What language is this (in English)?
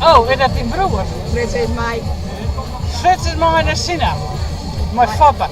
Western Frisian